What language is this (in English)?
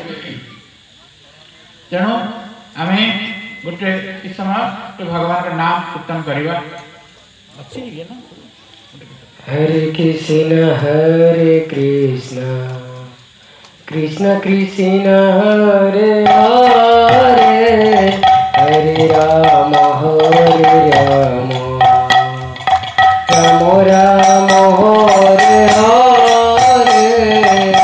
Odia